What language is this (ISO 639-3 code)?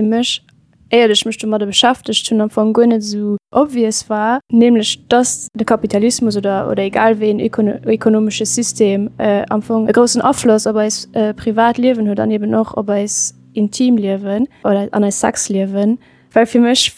ltz